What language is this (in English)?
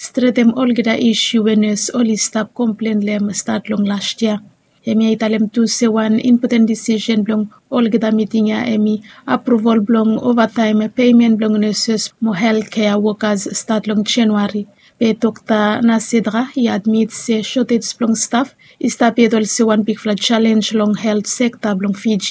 Bislama